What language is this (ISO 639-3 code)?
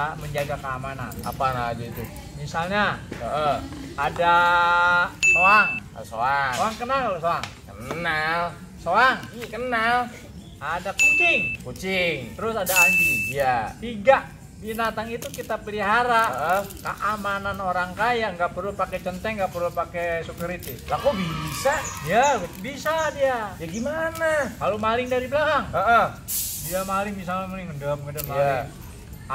bew